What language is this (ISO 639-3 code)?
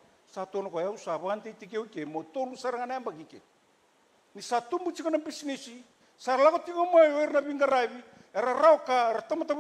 fij